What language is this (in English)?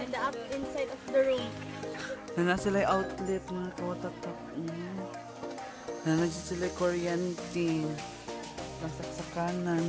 Cebuano